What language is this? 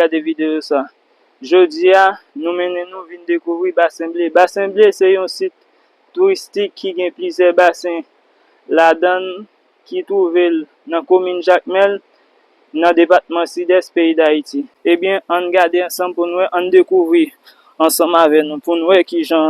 Haitian Creole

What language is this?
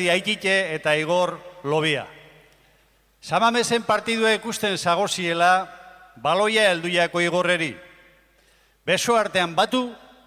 Basque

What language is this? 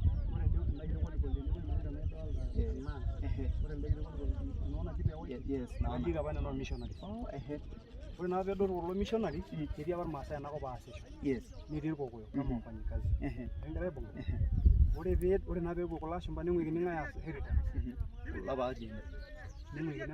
Masai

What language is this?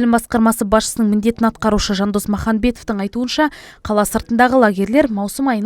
Kazakh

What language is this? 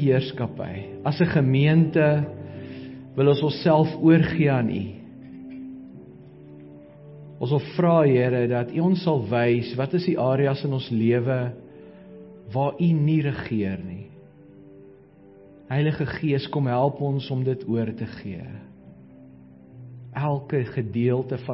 Afrikaans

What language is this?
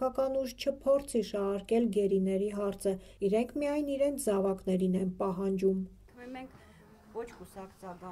Armenian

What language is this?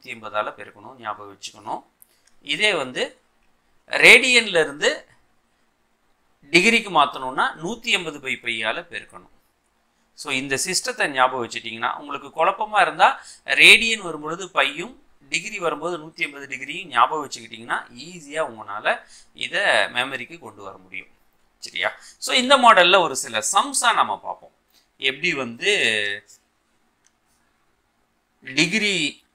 Tamil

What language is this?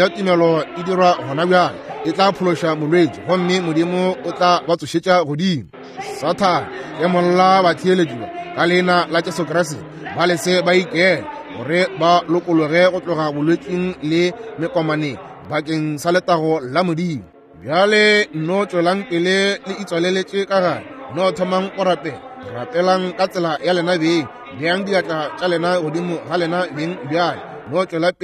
Northern Sotho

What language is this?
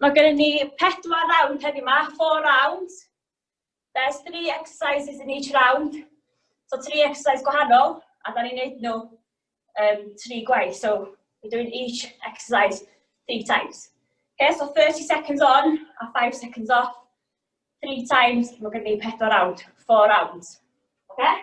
Welsh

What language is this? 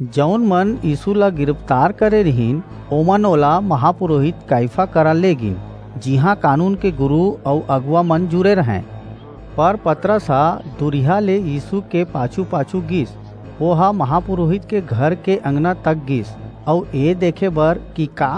Chhattisgarhi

